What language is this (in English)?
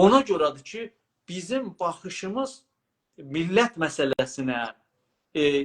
South Azerbaijani